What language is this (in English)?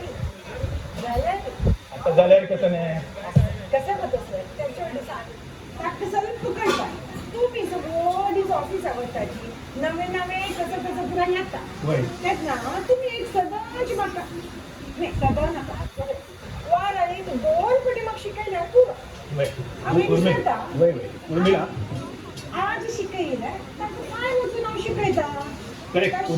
Konkani